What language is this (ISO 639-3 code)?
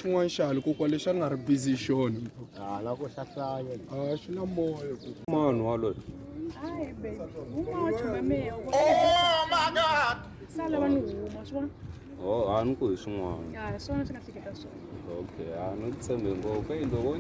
tso